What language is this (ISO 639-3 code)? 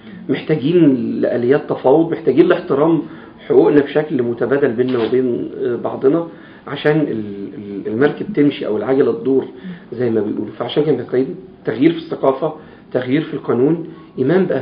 arz